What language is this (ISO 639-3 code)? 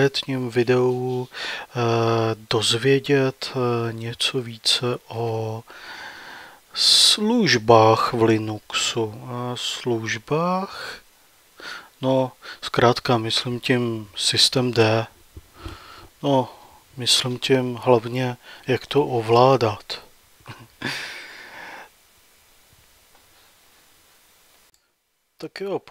ces